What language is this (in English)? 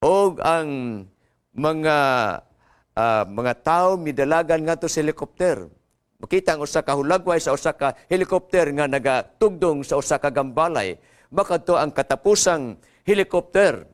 Cebuano